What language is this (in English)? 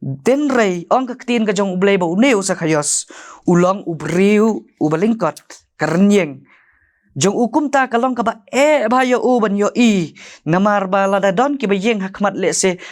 Khasi